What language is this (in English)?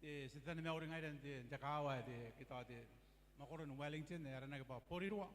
Gilbertese